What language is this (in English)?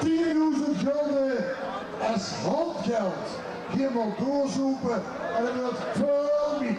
Limburgish